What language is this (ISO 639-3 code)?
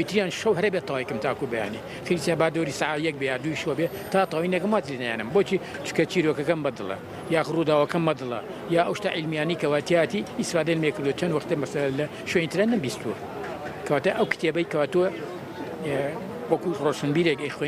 ckb